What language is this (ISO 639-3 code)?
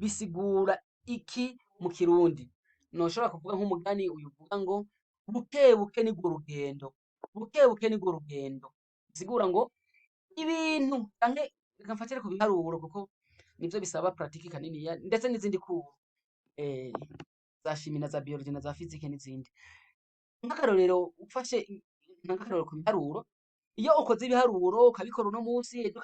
run